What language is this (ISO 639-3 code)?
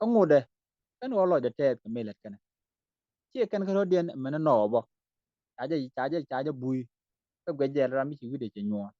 nus